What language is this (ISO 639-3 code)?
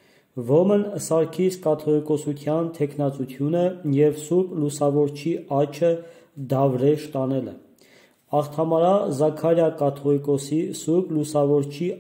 hye